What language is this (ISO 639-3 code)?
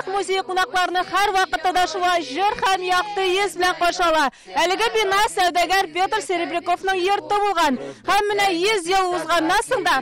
tat